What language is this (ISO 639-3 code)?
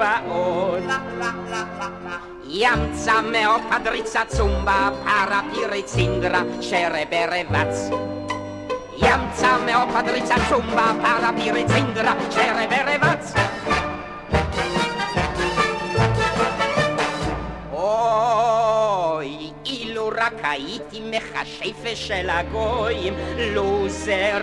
heb